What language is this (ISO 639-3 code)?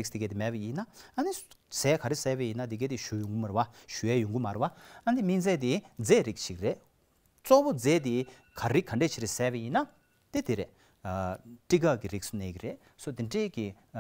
bod